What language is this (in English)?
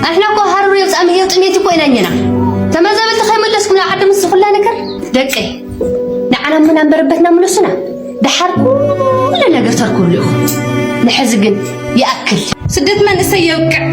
Tigrinya